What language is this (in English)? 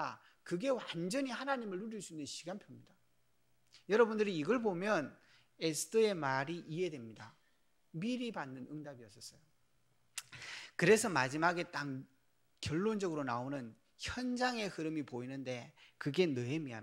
Korean